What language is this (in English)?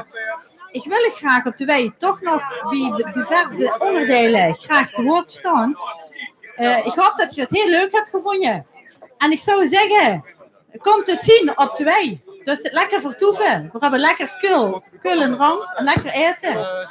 Limburgish